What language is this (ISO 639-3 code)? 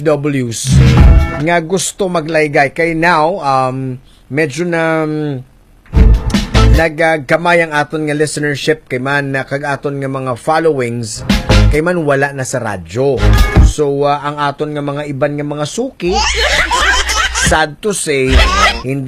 hil